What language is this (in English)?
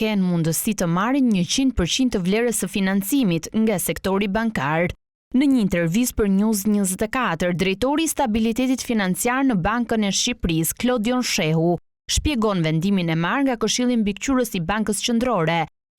Albanian